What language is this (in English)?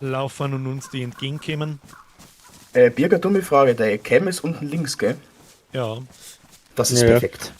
Bavarian